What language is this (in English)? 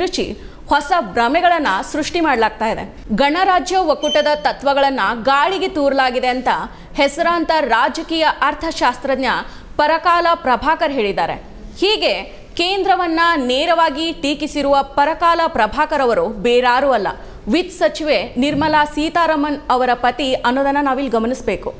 Kannada